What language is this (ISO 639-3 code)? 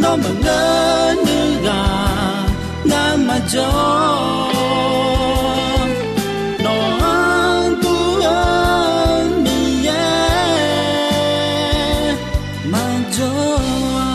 ahk